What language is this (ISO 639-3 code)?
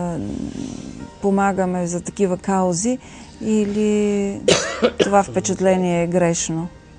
bul